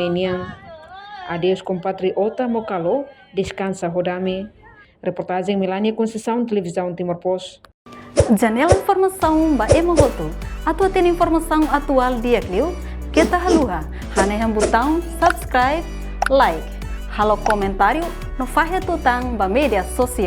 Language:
Tetum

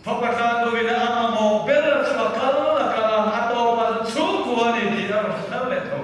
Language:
Mizo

